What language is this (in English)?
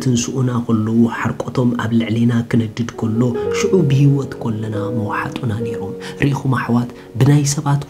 Tigrinya